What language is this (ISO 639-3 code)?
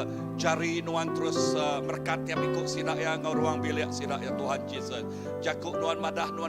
iba